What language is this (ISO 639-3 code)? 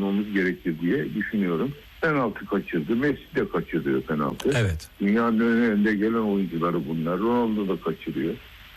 tur